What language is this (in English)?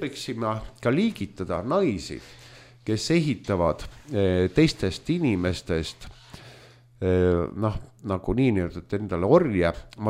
Estonian